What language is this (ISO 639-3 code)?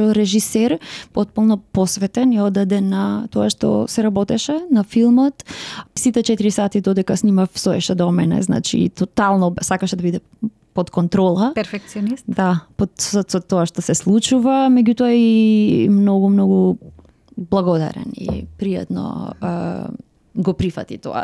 mkd